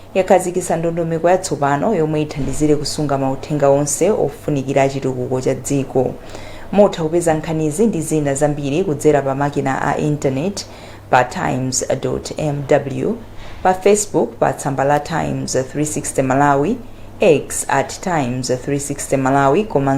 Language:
Nyanja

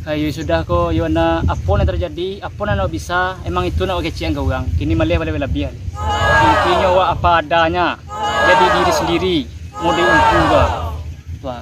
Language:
Minangkabau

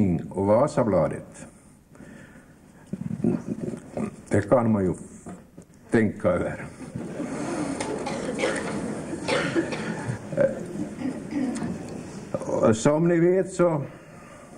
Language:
Swedish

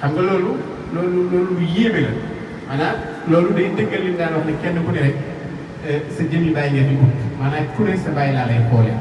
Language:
Wolof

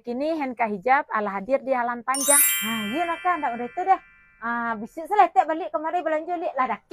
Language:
Minangkabau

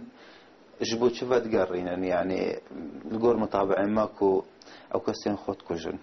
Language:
Kurdish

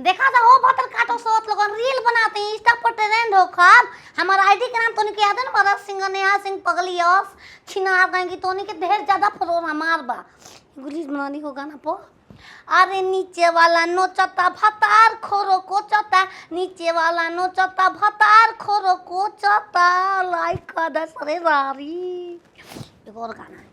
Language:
Bhojpuri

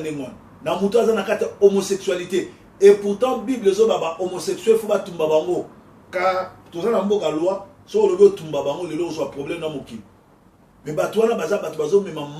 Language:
Lingala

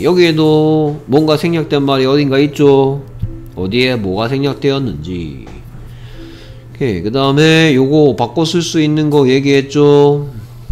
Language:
Korean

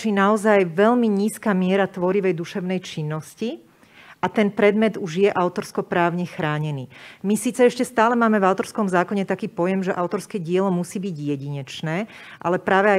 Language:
Slovak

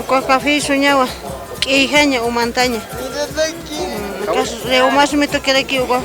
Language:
Aymara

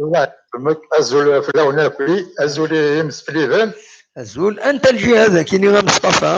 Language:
Kabyle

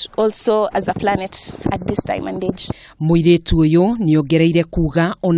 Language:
Kikuyu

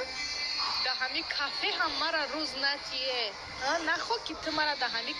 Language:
Tajik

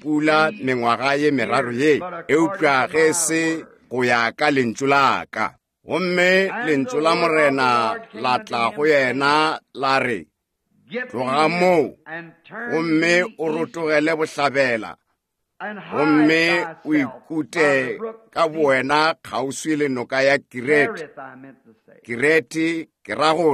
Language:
Northern Sotho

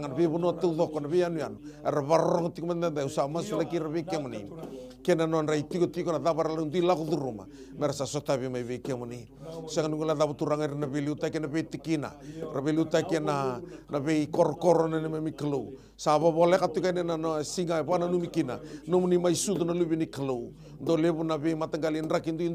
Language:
Fijian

